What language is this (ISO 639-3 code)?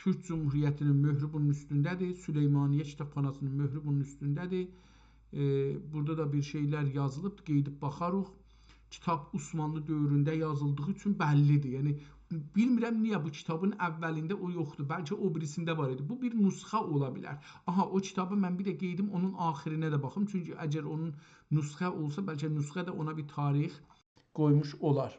azb